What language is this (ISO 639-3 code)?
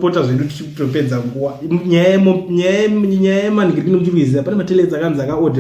sna